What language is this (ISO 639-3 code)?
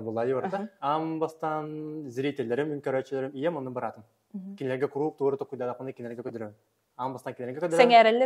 sah